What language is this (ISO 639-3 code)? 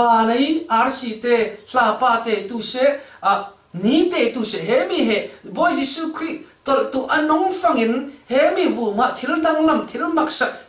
cfm